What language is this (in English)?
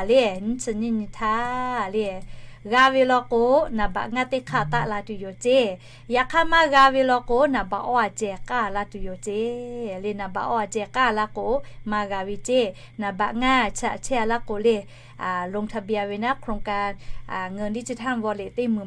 Lahu